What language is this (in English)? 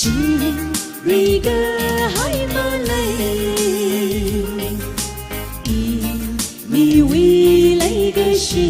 Tangkhul Naga (India)